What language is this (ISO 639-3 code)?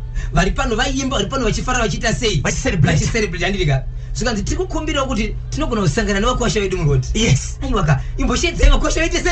sna